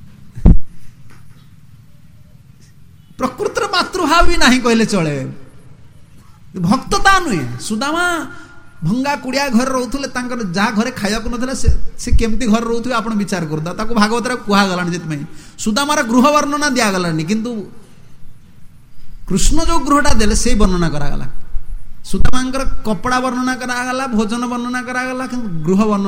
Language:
Odia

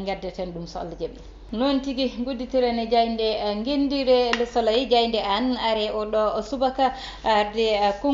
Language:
Fula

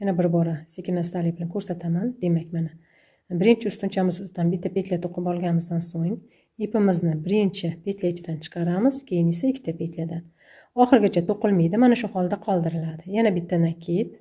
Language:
Uzbek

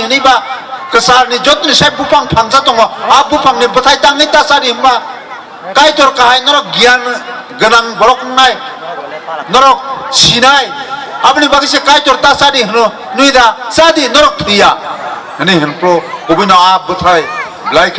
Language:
Kok Borok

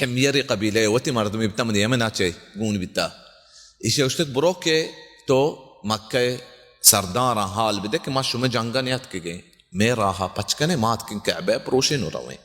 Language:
Baluchi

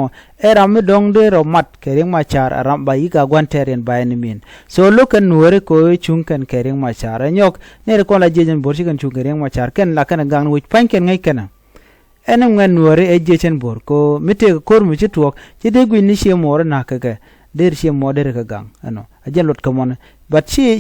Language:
Nuer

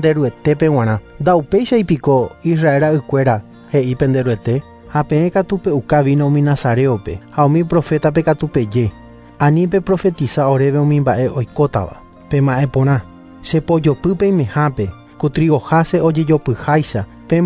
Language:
Guarani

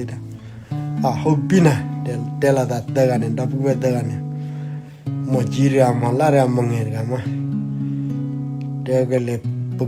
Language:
S'gaw Karen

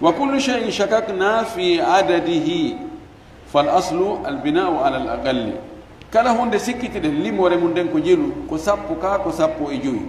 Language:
Fula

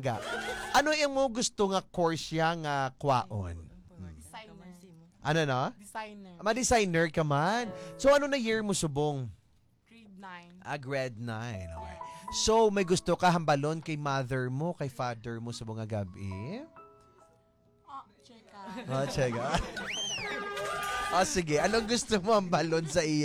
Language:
Hiligaynon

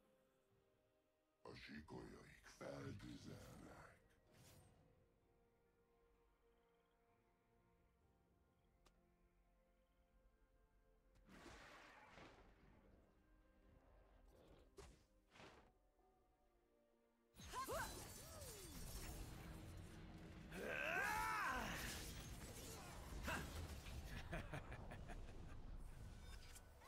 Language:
Hungarian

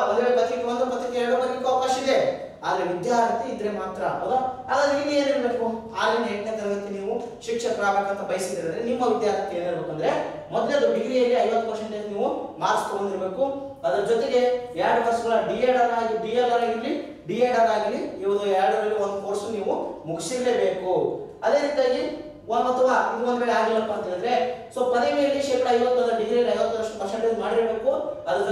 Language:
Kannada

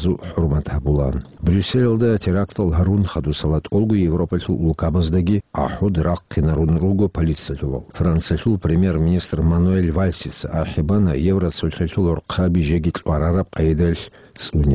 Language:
Avaric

